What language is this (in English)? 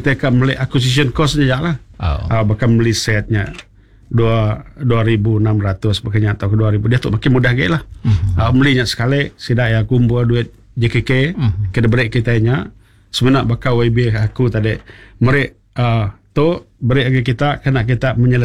Iban